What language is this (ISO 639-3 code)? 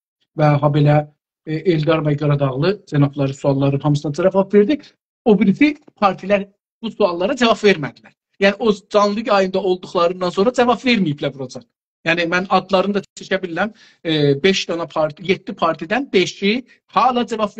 azb